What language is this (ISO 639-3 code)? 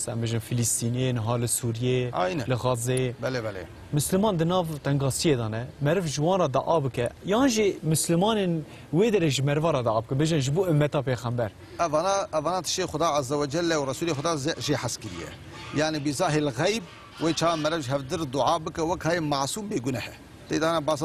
kur